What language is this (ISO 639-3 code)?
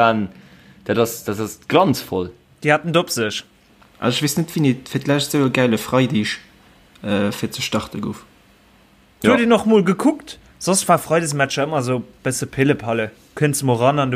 ltz